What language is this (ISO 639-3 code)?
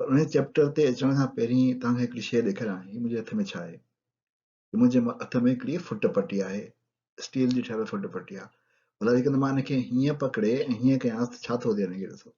snd